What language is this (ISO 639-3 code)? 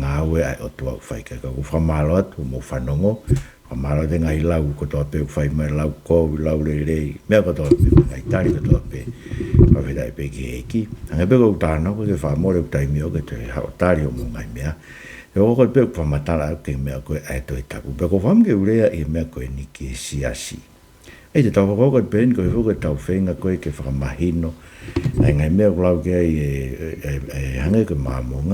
ton